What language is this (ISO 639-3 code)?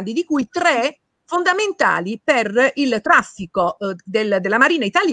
ita